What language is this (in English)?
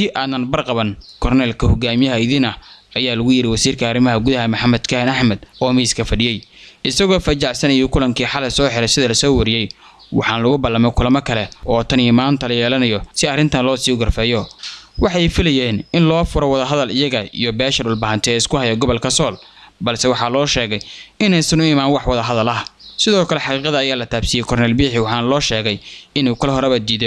Somali